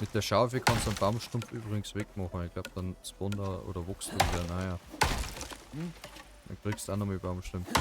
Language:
Bavarian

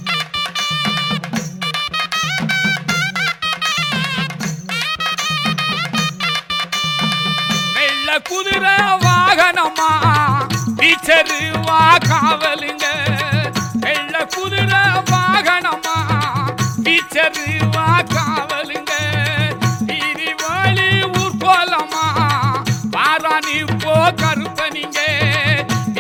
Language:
Tamil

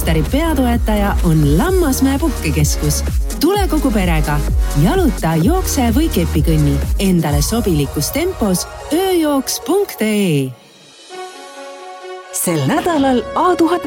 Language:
Estonian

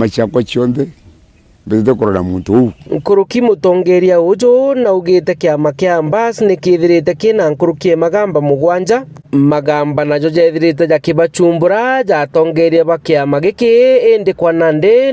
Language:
Meru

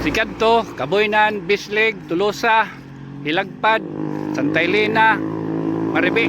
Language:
Waray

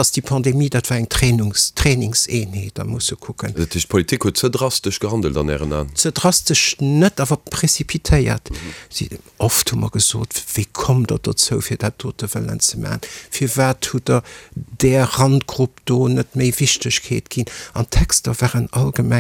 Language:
Luxembourgish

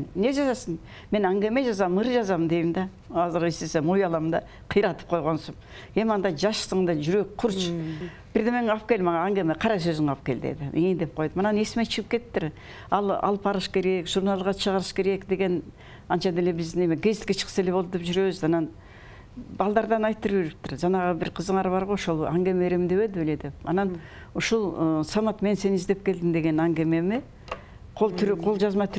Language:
Kyrgyz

